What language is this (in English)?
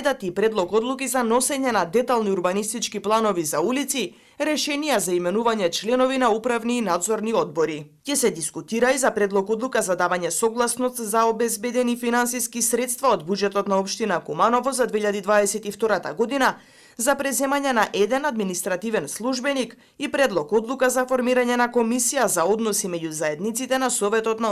Macedonian